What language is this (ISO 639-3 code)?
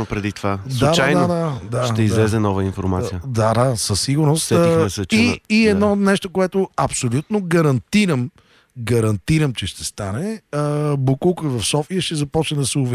bul